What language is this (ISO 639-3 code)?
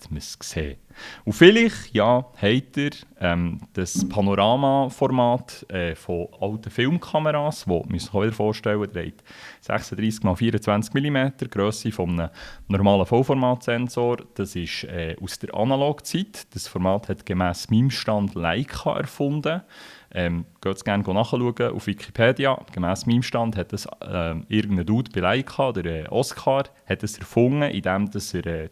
gsw